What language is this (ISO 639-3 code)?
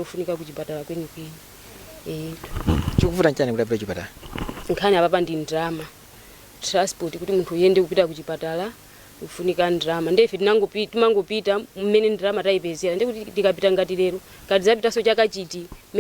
nya